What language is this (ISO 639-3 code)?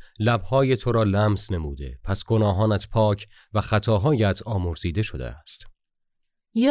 fas